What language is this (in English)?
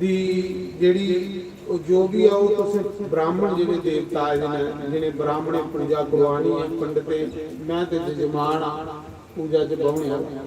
Dogri